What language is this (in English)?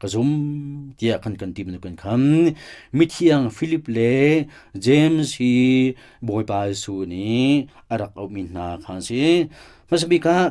Hakha Chin